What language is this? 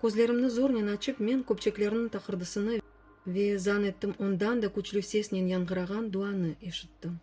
Crimean Tatar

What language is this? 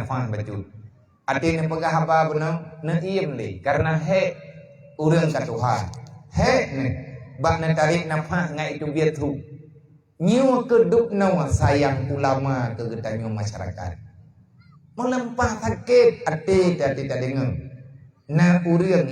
Achinese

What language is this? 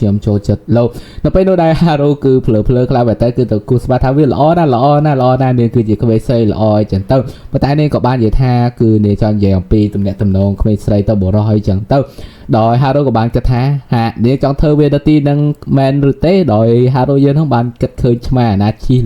Khmer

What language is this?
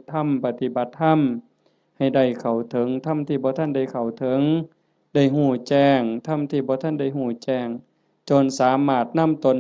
Northeastern Thai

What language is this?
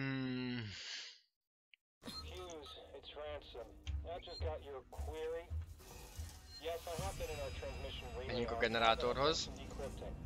Hungarian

